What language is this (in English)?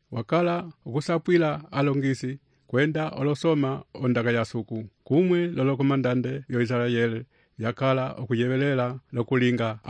Umbundu